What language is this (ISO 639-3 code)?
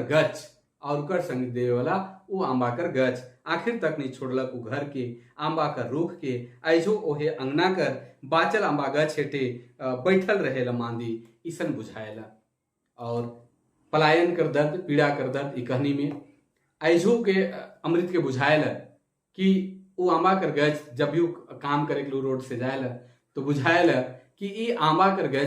sck